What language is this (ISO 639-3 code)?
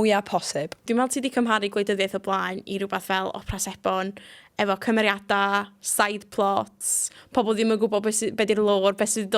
cym